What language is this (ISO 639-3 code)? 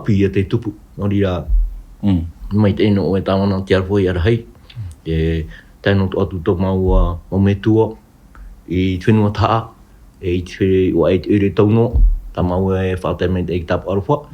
tah